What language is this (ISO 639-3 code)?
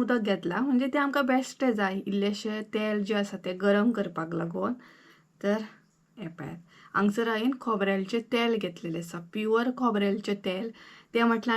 kok